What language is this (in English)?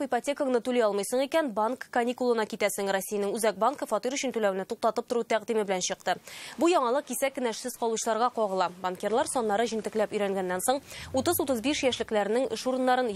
Tatar